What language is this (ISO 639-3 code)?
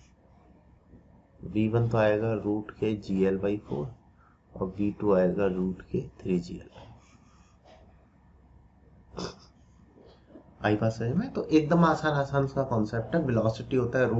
hin